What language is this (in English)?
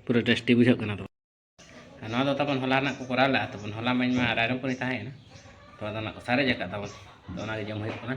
Santali